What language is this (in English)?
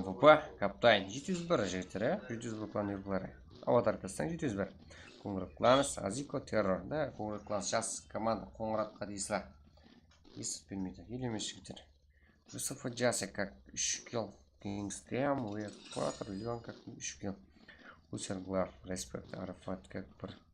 Kara-Kalpak